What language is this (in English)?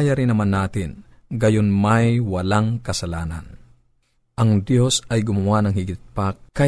Filipino